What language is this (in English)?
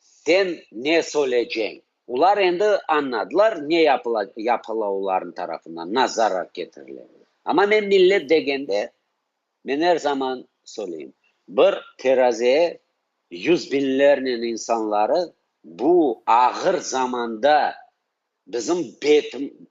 Crimean Tatar